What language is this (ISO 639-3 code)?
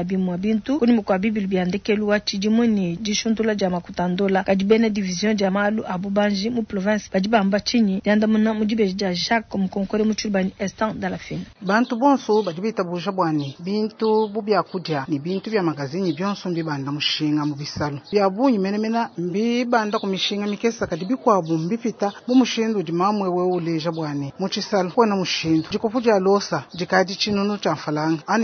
lua